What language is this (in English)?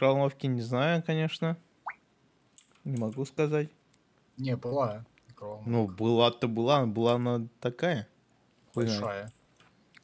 Russian